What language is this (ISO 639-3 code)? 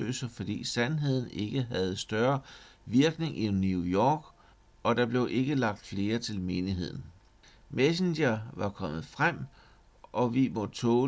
dan